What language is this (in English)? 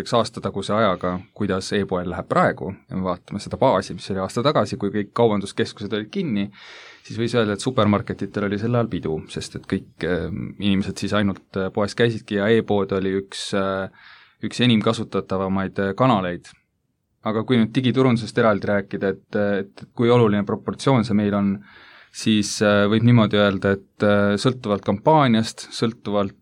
Estonian